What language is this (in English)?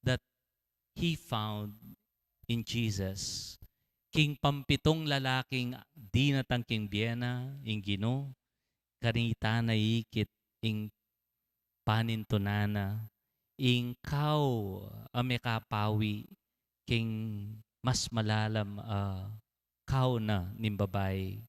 Pampanga